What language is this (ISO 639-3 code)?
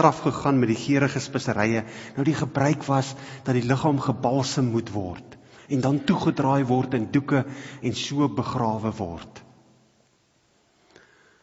afr